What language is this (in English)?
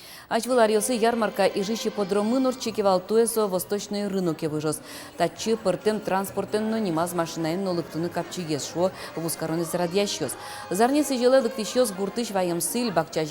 Udmurt